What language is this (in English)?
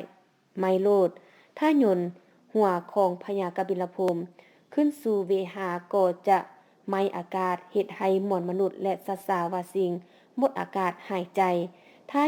Lao